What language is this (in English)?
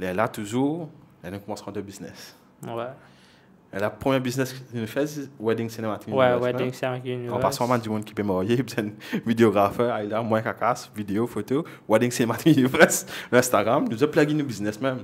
Morisyen